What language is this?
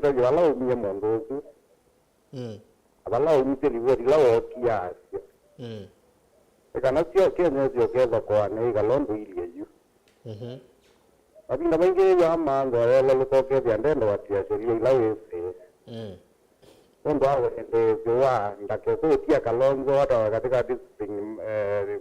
Kamba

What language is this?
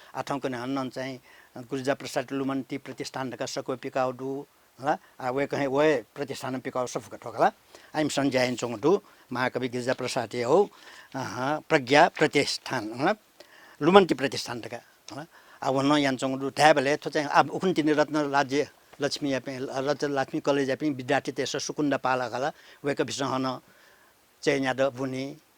Newari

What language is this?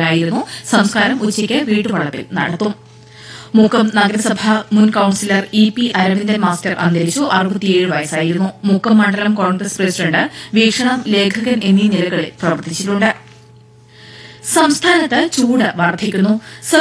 Malayalam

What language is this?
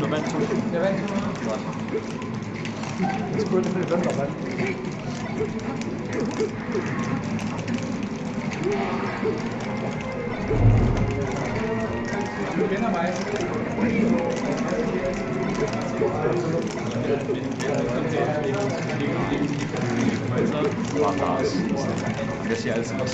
Danish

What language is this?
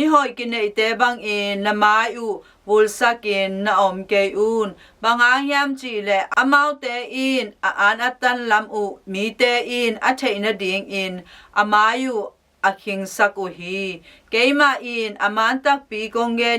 Tedim Chin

